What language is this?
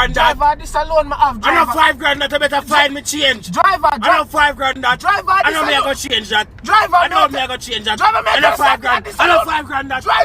Jamaican Creole English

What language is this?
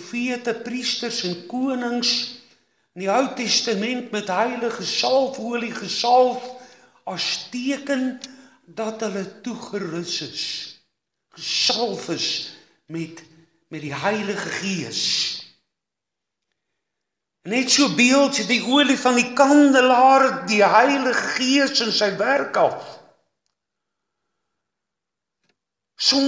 Afrikaans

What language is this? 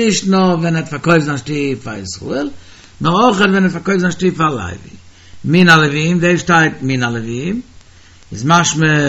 Yiddish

